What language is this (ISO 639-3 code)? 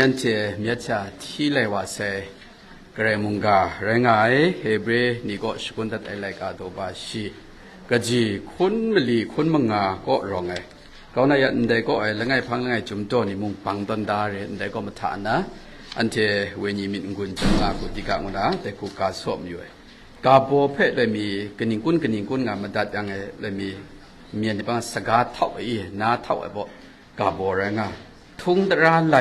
kac